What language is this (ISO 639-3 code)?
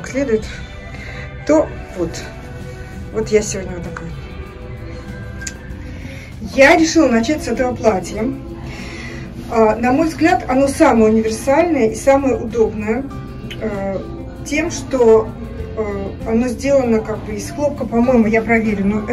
rus